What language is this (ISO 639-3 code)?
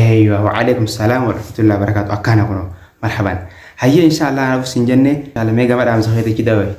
orm